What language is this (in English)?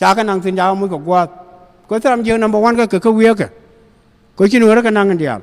Nuer